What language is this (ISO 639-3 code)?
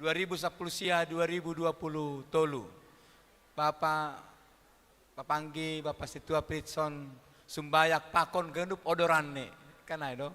bts